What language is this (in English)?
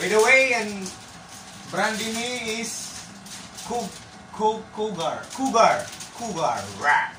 Waray